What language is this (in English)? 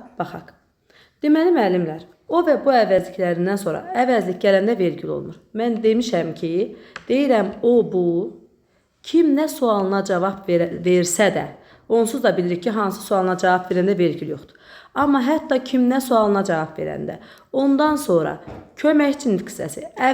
Azerbaijani